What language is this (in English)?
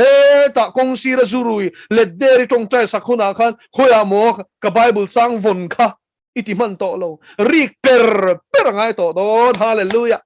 Mizo